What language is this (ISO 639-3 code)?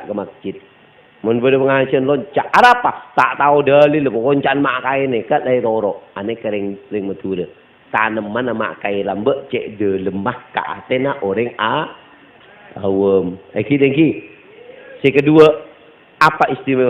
mad